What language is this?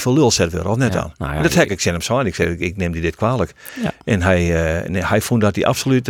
Western Frisian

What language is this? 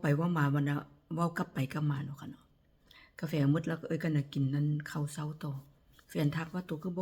Northeastern Thai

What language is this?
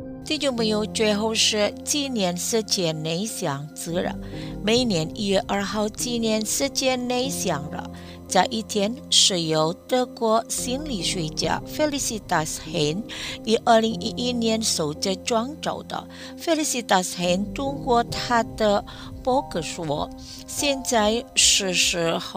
Chinese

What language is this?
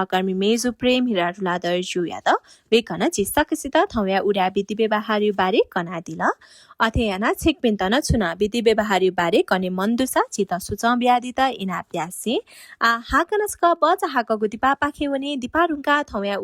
Newari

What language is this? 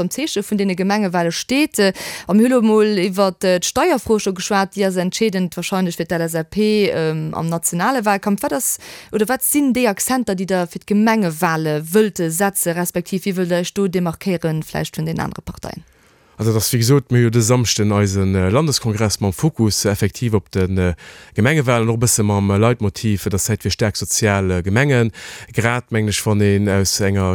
Luxembourgish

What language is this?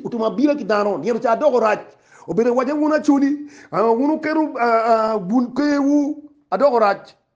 Acoli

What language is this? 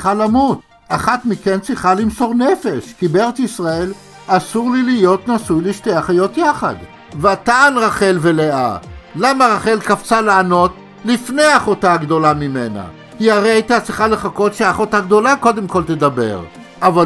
Hebrew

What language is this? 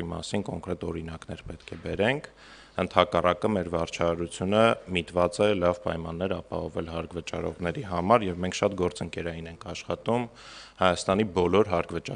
Armenian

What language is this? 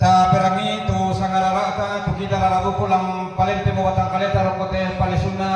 Toraja-Sa'dan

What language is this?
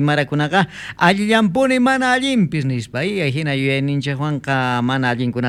South Bolivian Quechua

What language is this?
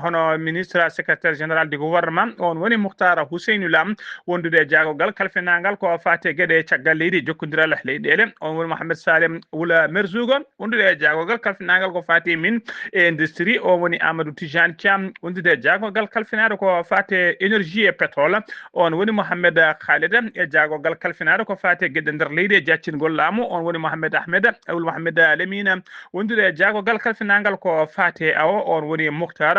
Fula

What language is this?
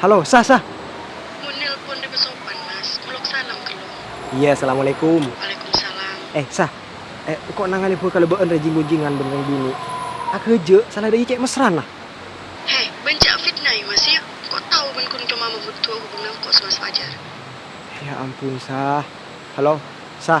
Madurese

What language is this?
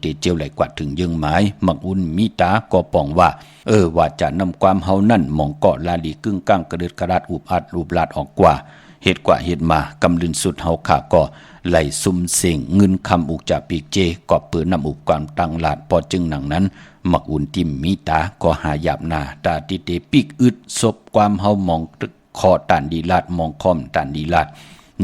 Shan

